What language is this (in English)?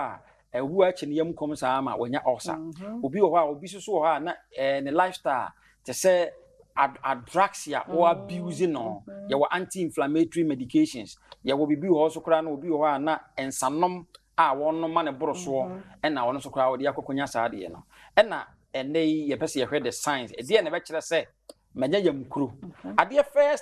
Akan